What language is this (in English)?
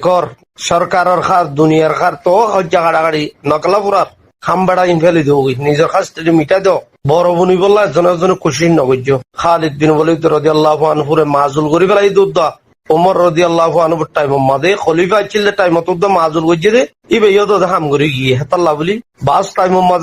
Rohingya